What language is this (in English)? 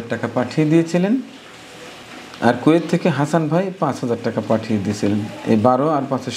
Bangla